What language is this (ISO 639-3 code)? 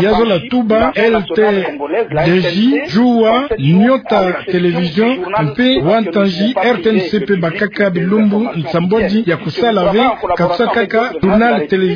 ktu